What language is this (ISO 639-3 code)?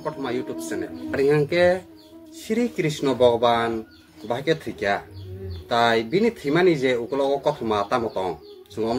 trp